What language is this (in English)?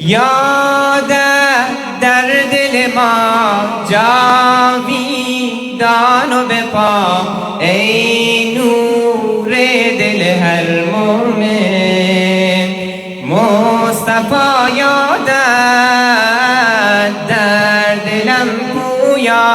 Persian